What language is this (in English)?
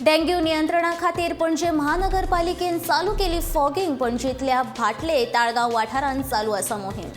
Konkani